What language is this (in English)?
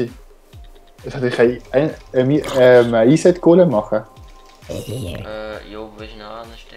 Swiss German